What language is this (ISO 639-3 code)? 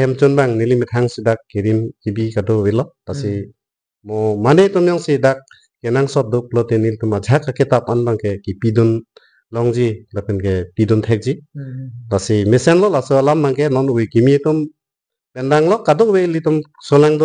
mjw